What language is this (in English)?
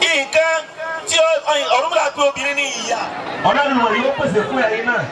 Yoruba